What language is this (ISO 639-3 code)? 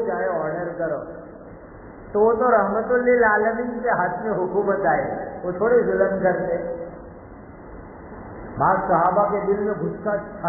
urd